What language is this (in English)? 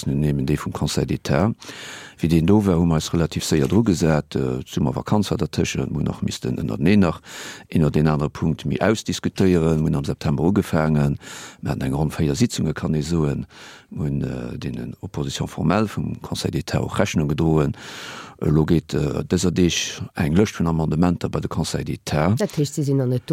Luxembourgish